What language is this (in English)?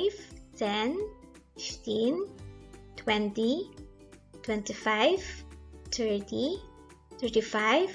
Pangasinan